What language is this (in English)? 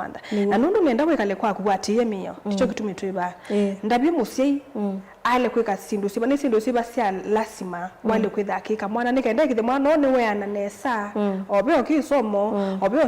Kamba